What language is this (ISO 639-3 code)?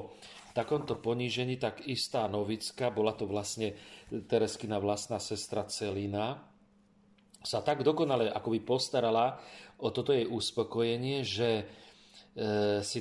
slk